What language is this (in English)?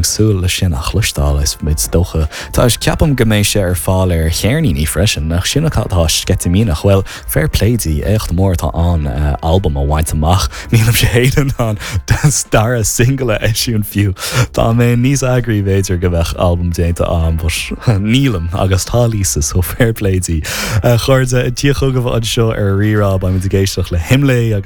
Irish